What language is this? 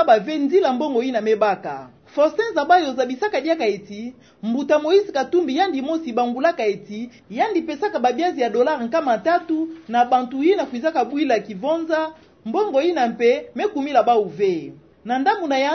Kituba (Democratic Republic of Congo)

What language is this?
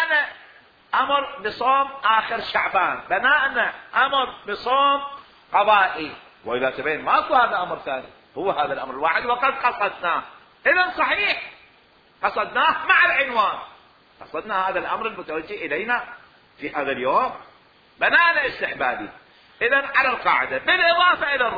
Mesopotamian Arabic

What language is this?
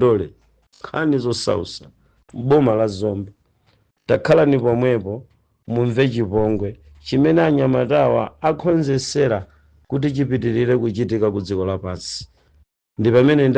Nyanja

